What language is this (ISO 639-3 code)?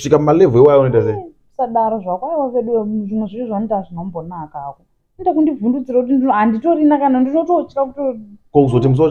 sna